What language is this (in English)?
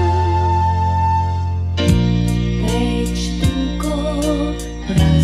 Serbian